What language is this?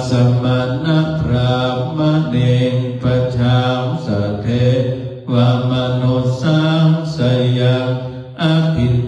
Pali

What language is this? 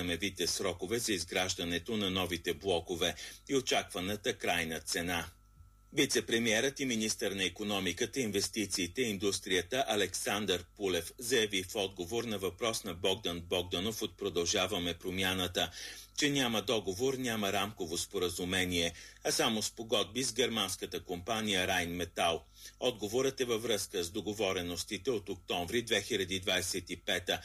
Bulgarian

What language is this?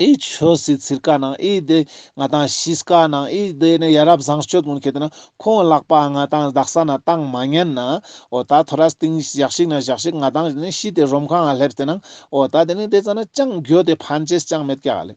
Ladakhi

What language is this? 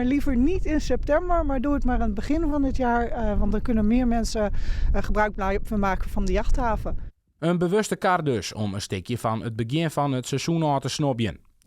Western Frisian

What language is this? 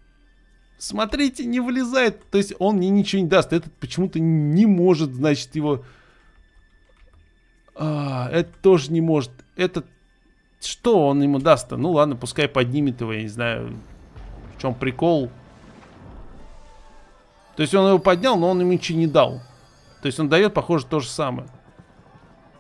Russian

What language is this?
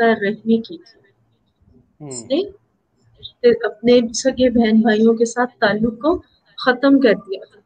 Urdu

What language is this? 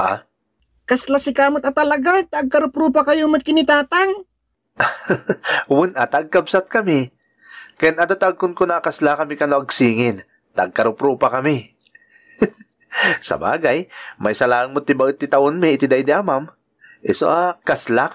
Iloko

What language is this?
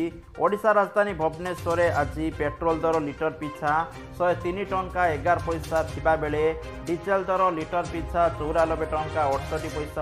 Odia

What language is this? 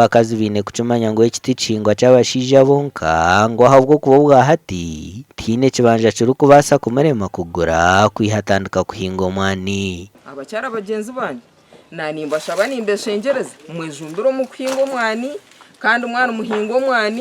Nyankole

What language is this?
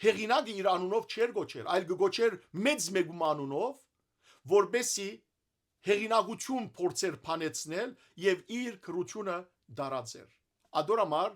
Western Armenian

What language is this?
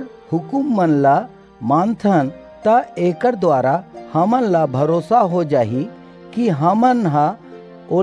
Chhattisgarhi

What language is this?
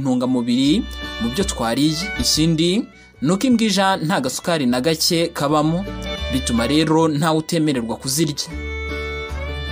Kinyarwanda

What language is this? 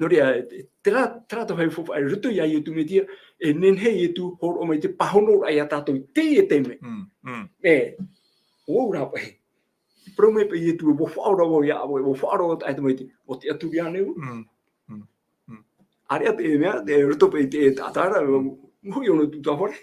Tahitian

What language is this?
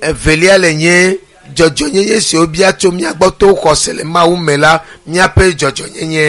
Ewe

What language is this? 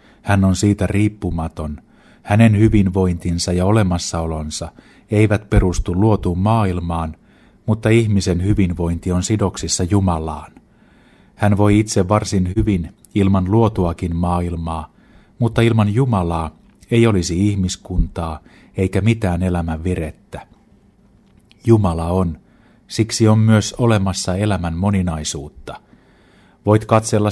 Finnish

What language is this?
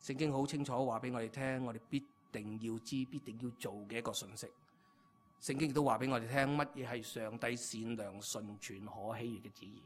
Cantonese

